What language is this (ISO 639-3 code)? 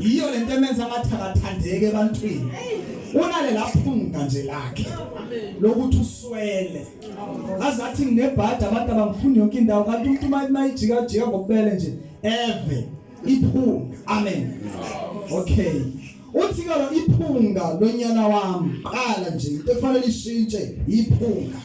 zul